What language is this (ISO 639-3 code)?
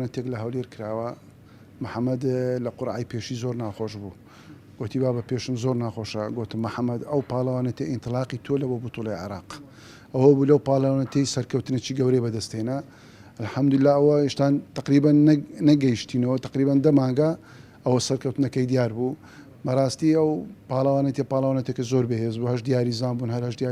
ckb